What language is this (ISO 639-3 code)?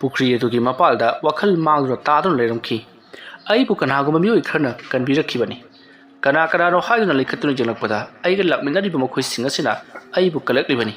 mni